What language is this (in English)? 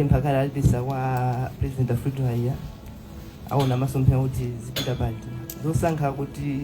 Nyanja